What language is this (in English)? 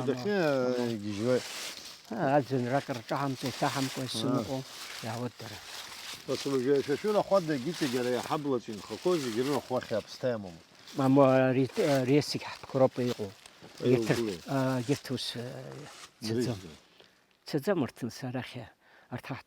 Abkhazian